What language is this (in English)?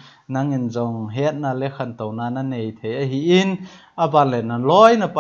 Thado Chin